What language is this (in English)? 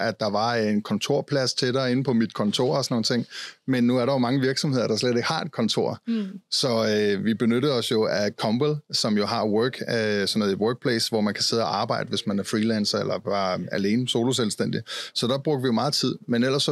Danish